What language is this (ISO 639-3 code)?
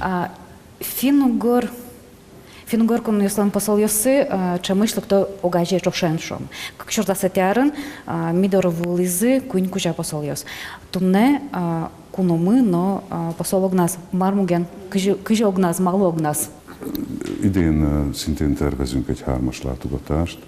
udm